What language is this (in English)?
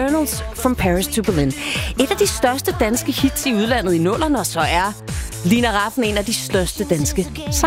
Danish